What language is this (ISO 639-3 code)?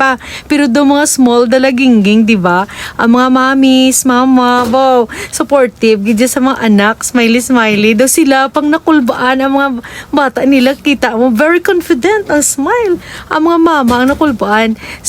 hil